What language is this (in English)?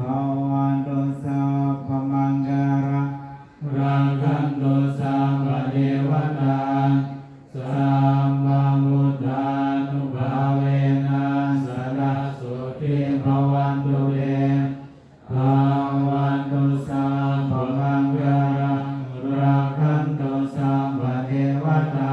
Pali